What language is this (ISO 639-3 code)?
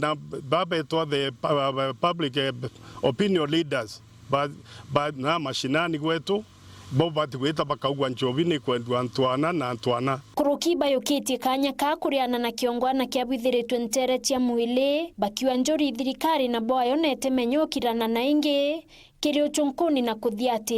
mer